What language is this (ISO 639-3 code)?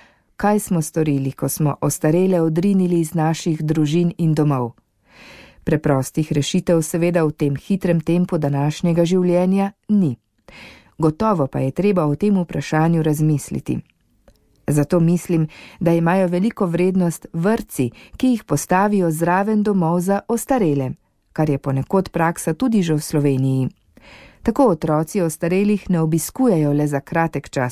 slv